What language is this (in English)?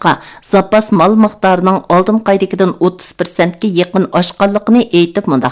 Uyghur